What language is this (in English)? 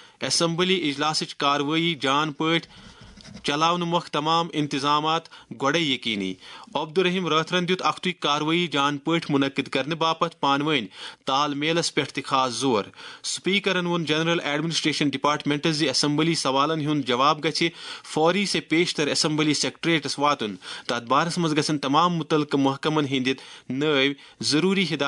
Kashmiri